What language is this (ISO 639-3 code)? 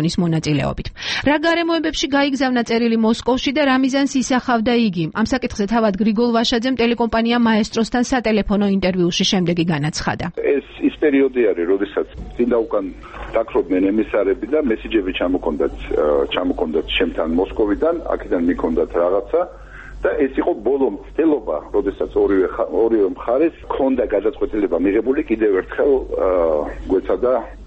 kat